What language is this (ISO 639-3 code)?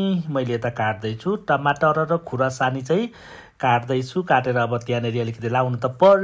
nep